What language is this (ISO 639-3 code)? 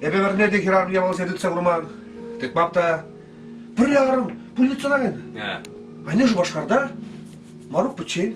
chv